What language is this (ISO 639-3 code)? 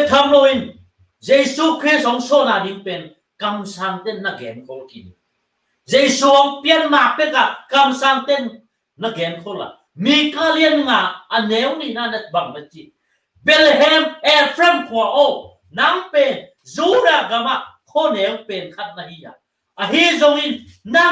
ctd